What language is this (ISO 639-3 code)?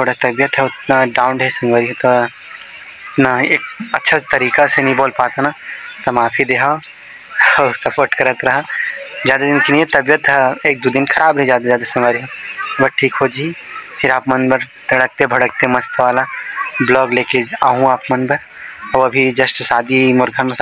hne